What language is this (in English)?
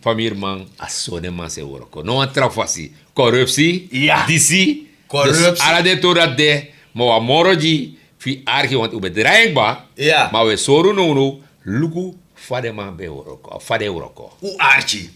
Sranan Tongo